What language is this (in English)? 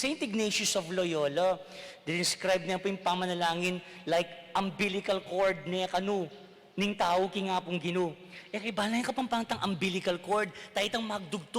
Pampanga